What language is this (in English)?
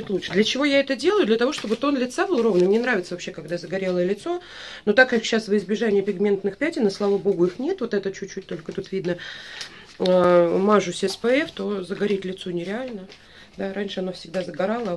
Russian